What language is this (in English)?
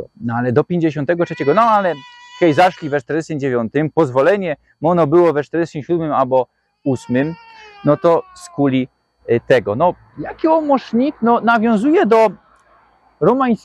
Silesian